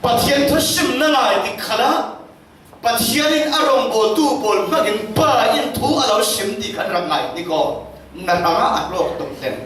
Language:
Falam Chin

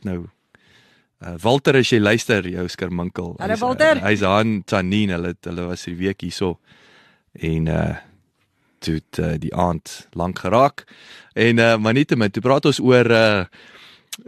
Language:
Afrikaans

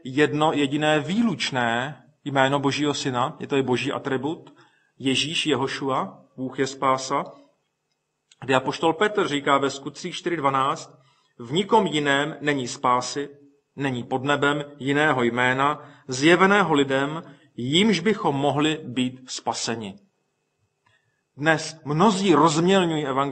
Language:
Czech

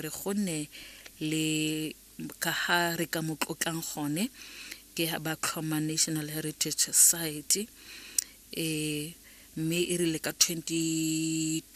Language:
Tswana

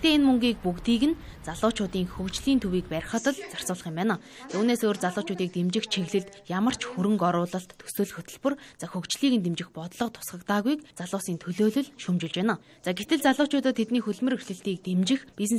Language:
Mongolian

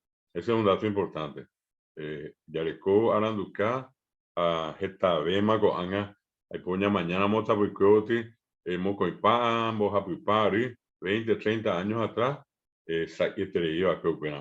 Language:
Guarani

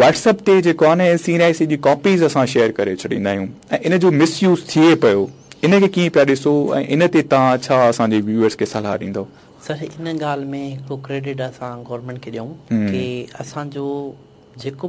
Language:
Sindhi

